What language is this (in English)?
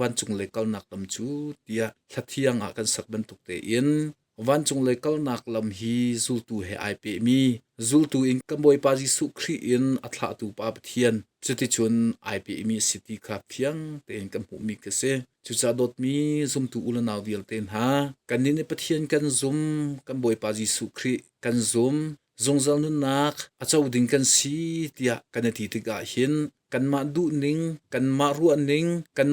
Hakha Chin